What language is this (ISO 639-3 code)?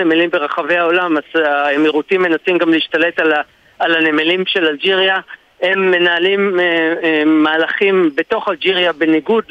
heb